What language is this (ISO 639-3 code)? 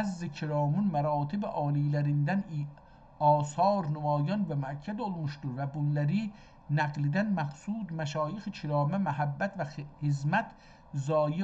azb